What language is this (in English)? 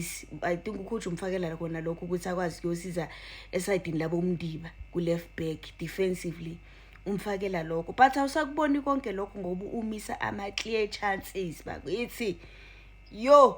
Zulu